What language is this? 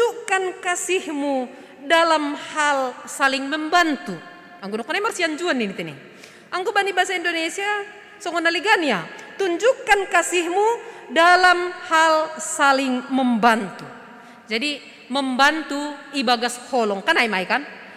Batak Simalungun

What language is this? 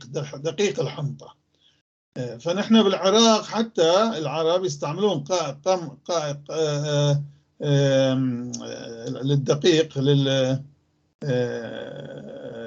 North Levantine Arabic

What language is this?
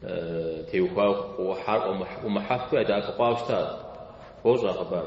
Kabardian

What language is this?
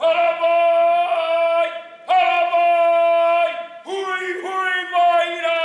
Māori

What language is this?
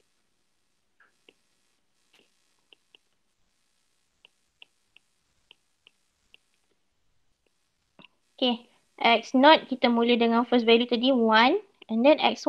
Malay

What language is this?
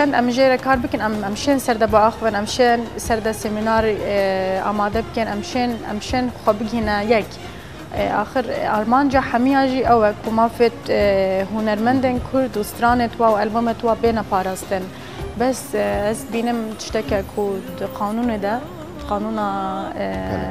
Kurdish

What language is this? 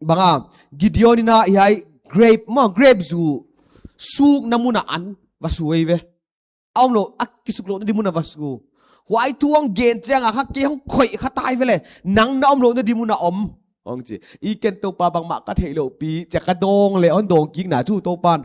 Paite Chin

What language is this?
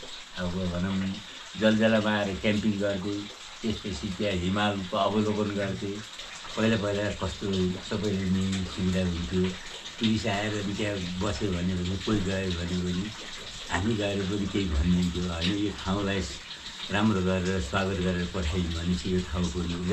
Nepali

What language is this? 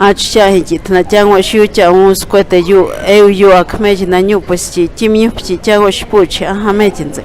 Páez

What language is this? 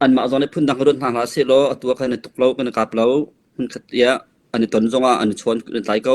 Hakha Chin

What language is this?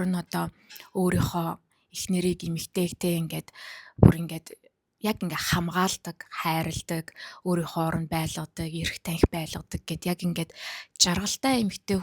Mongolian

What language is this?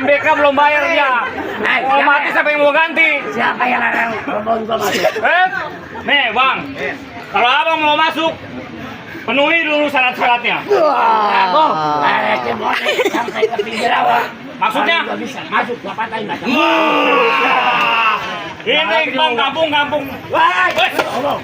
Betawi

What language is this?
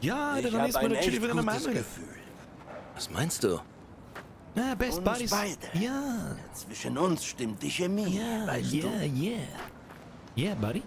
Bavarian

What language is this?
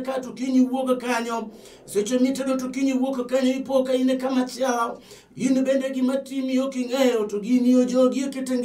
Luo (Kenya and Tanzania)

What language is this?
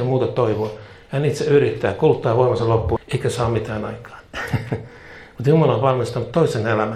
Finnish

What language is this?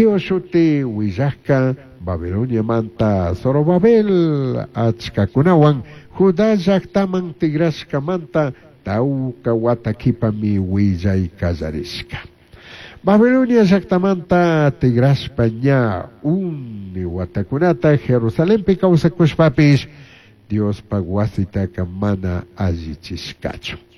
Chimborazo Highland Quichua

